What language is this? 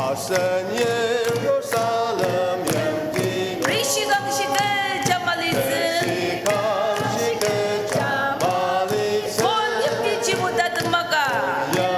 Ao Naga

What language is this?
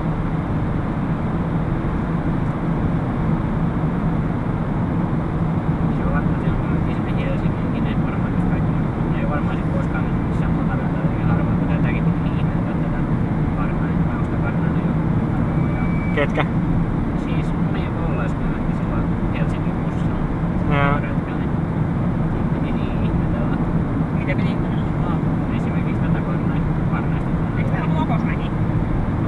Finnish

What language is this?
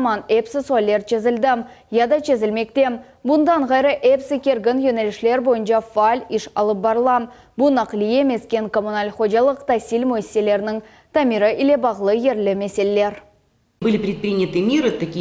Crimean Tatar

